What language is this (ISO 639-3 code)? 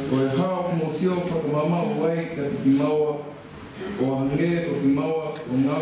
ton